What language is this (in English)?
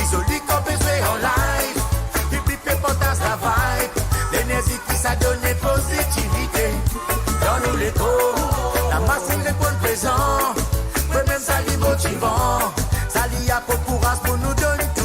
Morisyen